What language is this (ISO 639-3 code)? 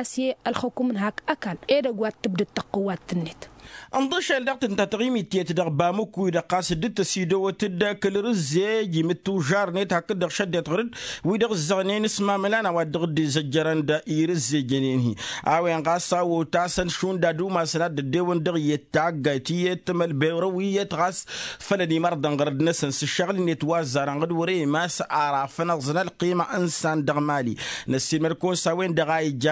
taq